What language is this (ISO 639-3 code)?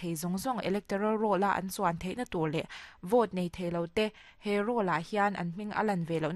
lus